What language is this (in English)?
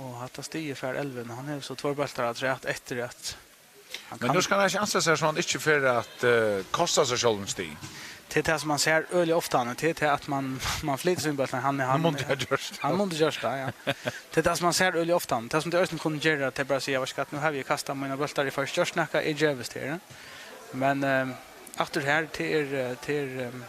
Faroese